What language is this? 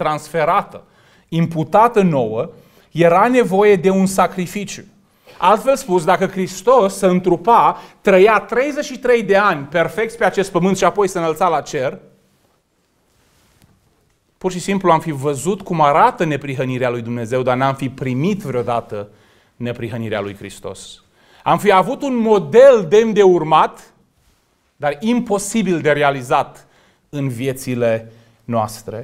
Romanian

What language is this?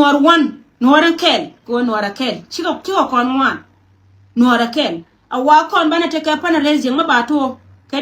Nuer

